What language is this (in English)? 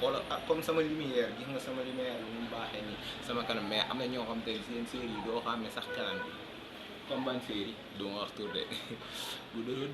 Wolof